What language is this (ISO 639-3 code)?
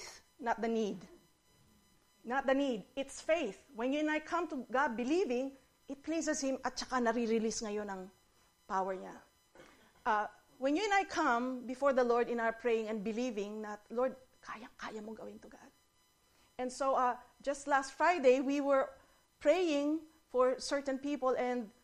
fil